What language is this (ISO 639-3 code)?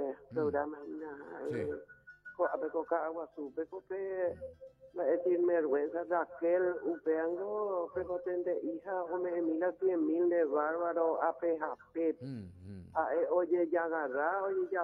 grn